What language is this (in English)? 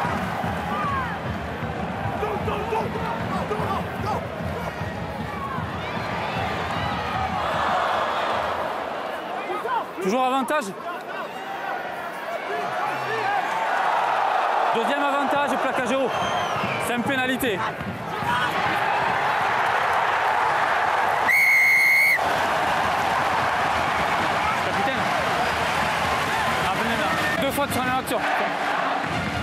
French